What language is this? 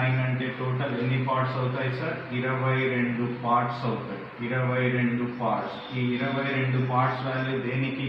Telugu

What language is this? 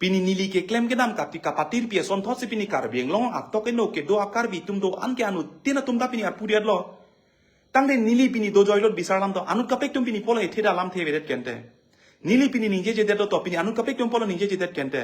Karbi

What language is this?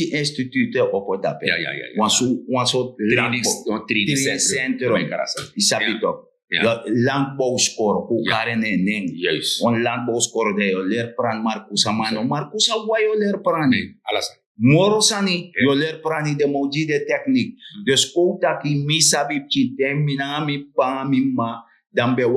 Sranan Tongo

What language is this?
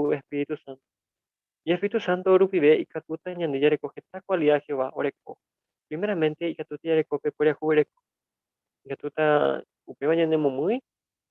Guarani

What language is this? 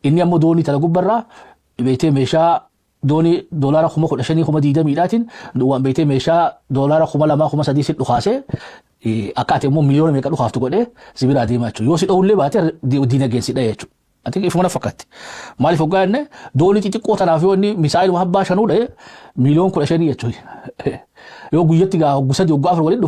Oromo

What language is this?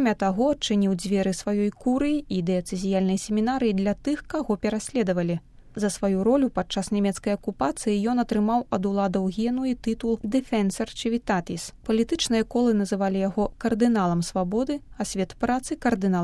Belarusian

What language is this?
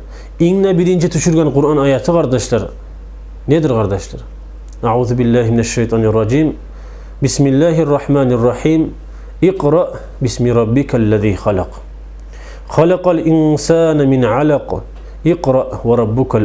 Kumyk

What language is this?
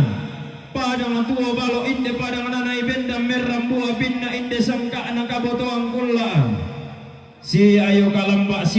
Toraja-Sa'dan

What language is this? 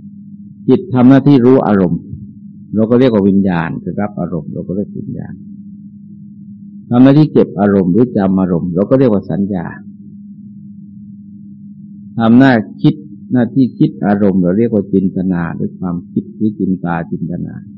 Thai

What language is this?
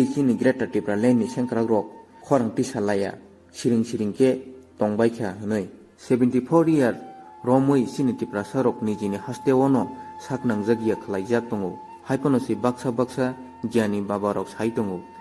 Kok Borok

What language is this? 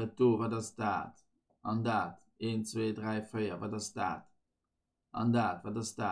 Luxembourgish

